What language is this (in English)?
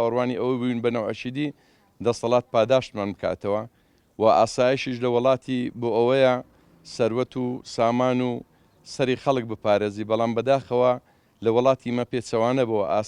Central Kurdish